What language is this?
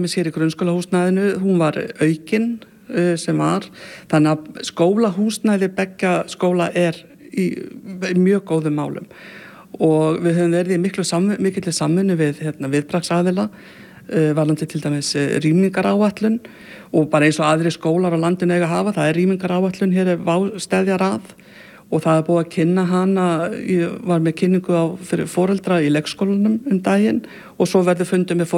Icelandic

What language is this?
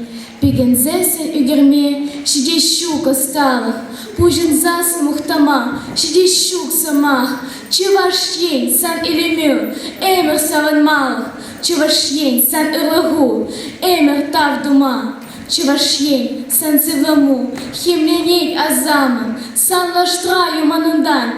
Chuvash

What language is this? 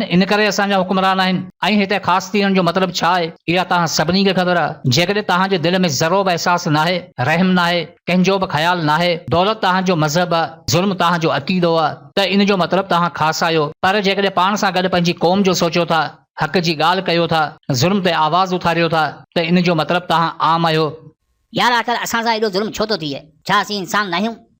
Sindhi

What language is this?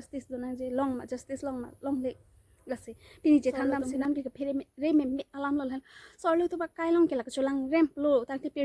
Karbi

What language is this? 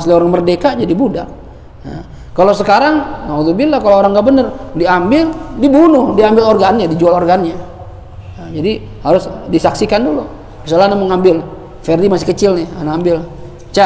Indonesian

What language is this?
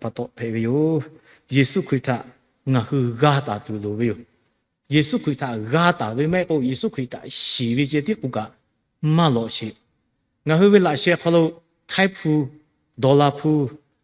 Lahu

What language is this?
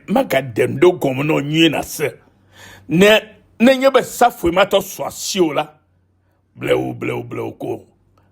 Ewe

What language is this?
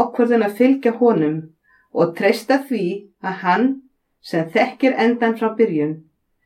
Icelandic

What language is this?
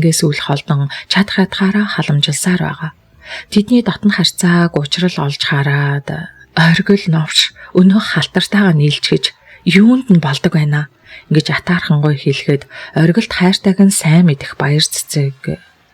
Mongolian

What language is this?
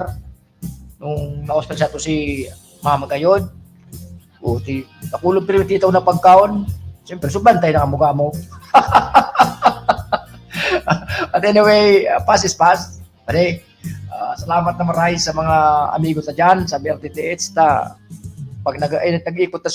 Bikol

